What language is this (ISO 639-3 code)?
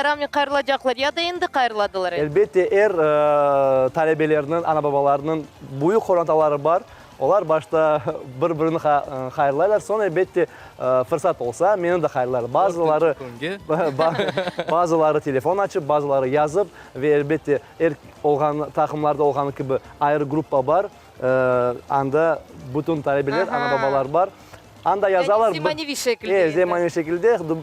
crh